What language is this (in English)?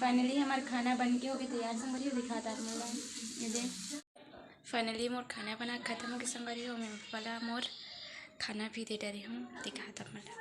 Chhattisgarhi